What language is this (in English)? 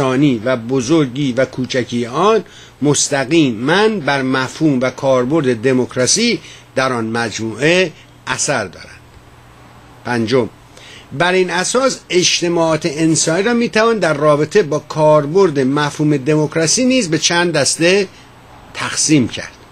Persian